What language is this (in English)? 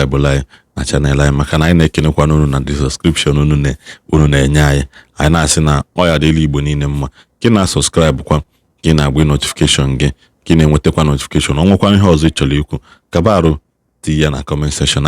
Igbo